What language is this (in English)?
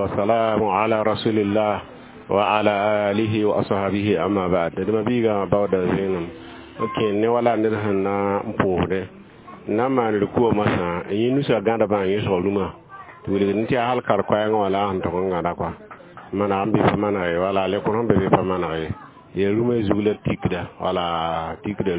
Mossi